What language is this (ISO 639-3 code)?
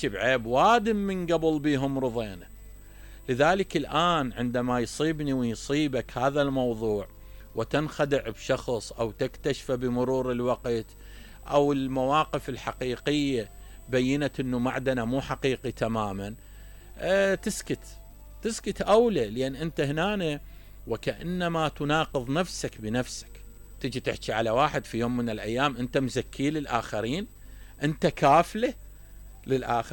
acm